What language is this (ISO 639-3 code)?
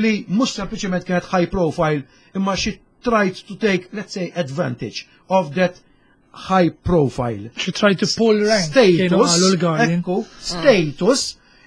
mlt